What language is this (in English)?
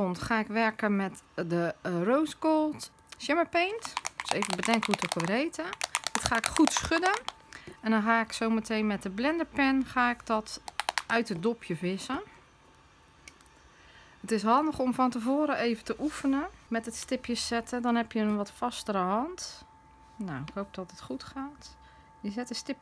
Dutch